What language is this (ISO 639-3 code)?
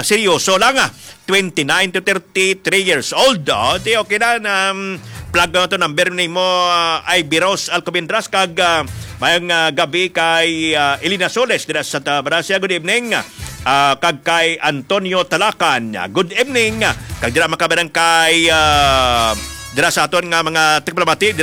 hil